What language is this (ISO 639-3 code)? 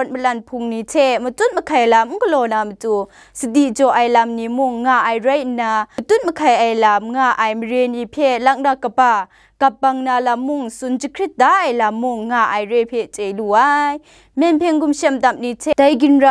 kac